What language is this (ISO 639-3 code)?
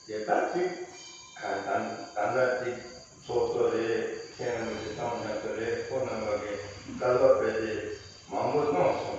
bod